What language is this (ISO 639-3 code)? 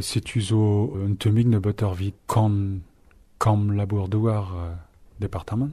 bre